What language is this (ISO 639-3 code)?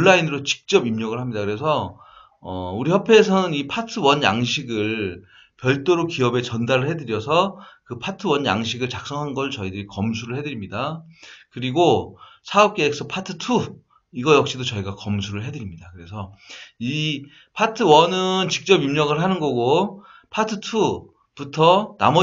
kor